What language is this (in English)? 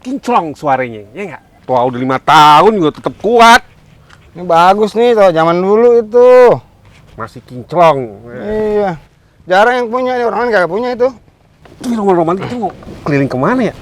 Betawi